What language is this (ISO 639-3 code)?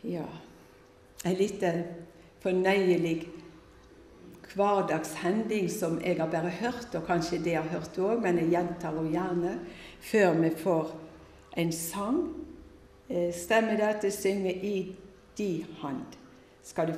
nor